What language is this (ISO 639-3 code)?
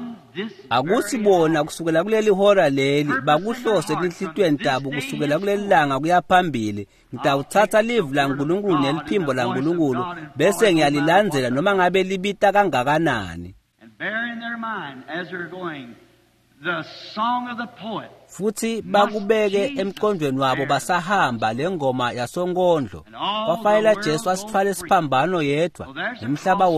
ssw